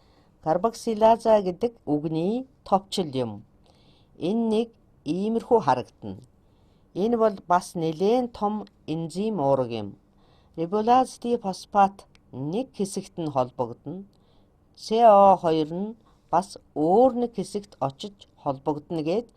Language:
Mongolian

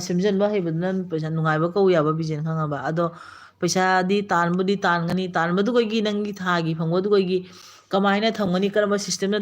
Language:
Manipuri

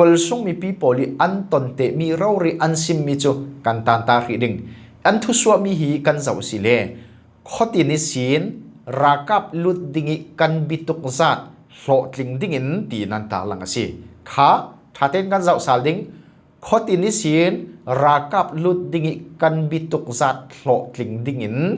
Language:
Falam Chin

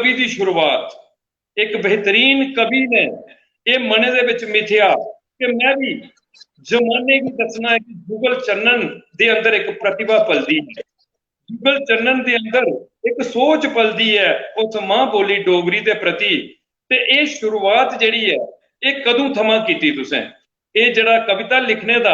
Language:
Dogri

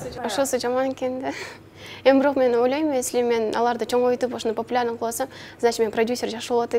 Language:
Kyrgyz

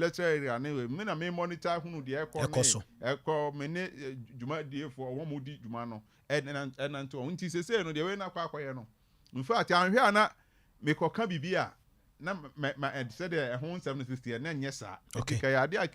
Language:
Akan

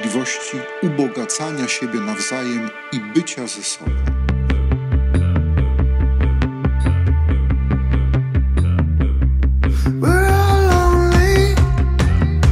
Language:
Polish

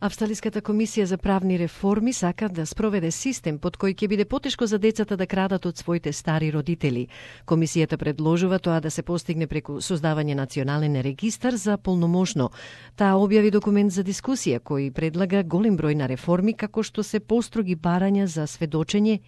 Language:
Macedonian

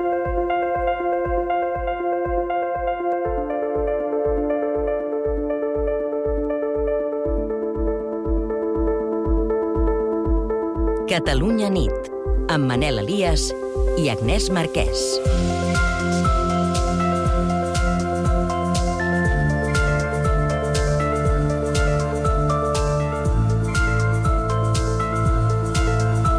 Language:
Catalan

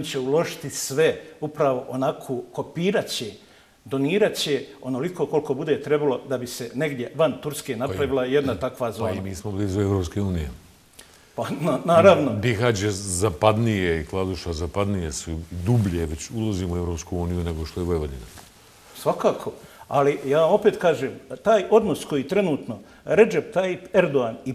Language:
Bosnian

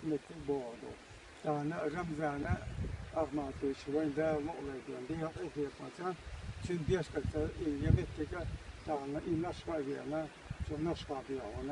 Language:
Chechen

